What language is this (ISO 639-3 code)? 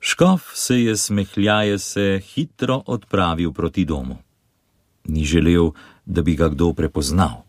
slv